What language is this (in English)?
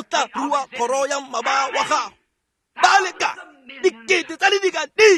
Tswana